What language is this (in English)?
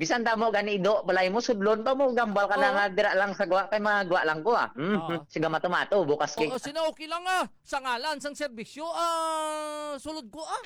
Hiligaynon